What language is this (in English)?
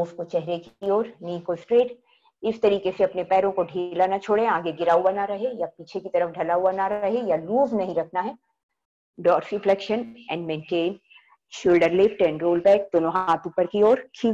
Hindi